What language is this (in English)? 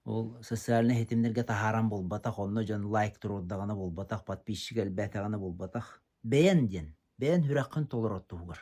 Yakut